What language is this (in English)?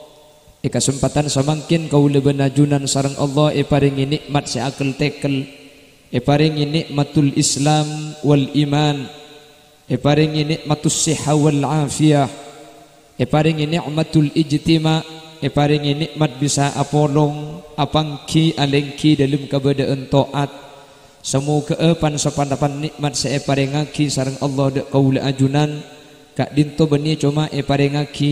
Madurese